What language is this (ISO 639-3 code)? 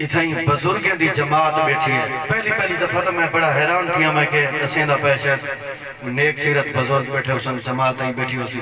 skr